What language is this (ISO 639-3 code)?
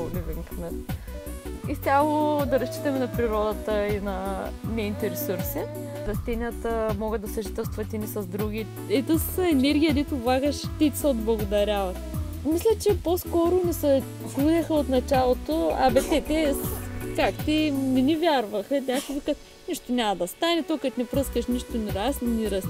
bul